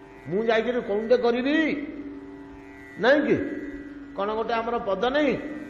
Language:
Odia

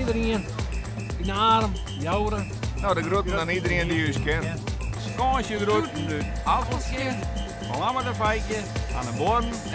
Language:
Western Frisian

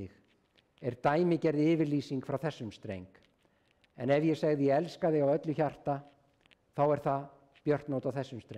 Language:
Icelandic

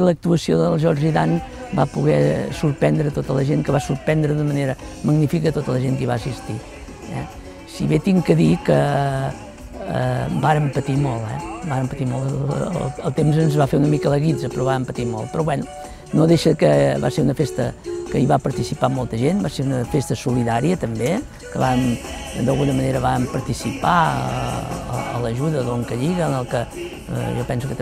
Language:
Catalan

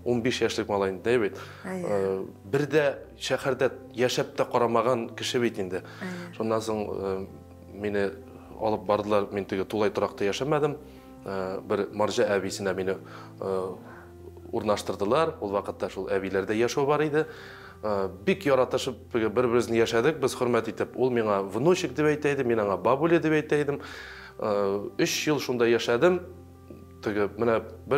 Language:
Tatar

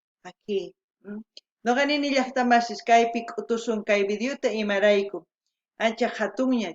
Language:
South Bolivian Quechua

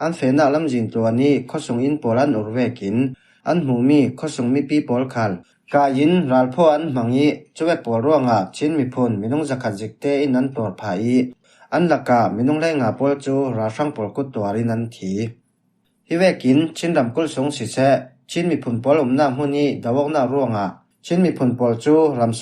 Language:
Falam Chin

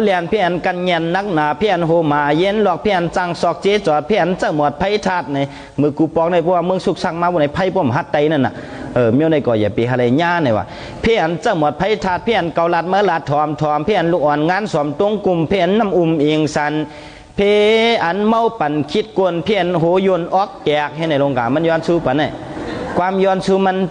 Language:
Shan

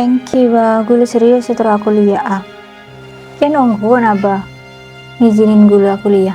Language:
Madurese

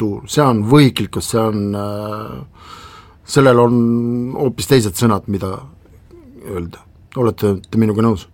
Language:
Estonian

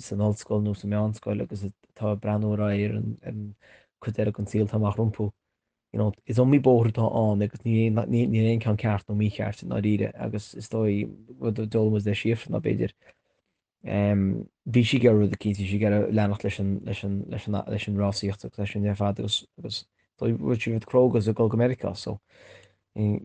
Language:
Irish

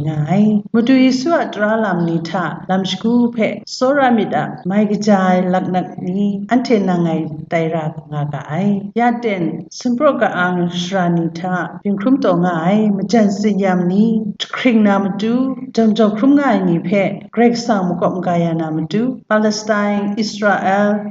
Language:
Kachin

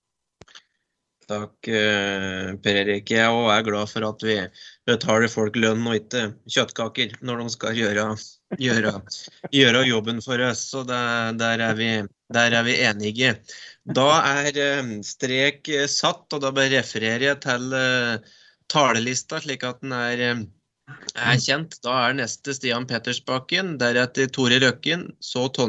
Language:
Norwegian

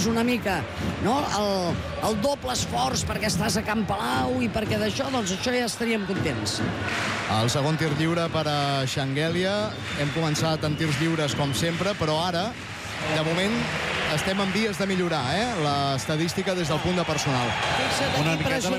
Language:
Catalan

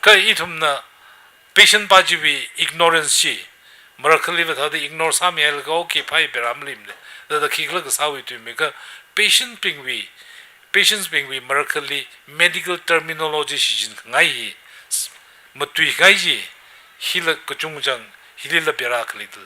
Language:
Tangkhul Naga (India)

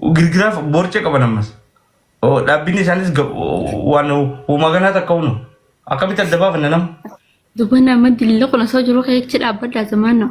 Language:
Oromo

